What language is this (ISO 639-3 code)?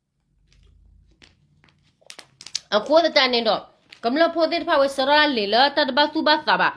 ksw